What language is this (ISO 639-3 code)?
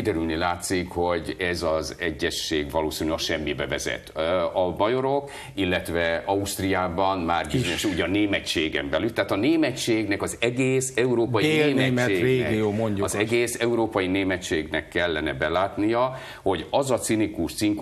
hun